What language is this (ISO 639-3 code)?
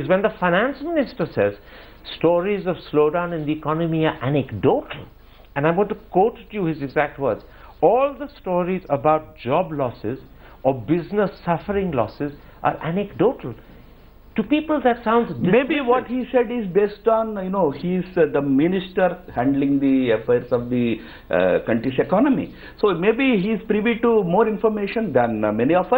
eng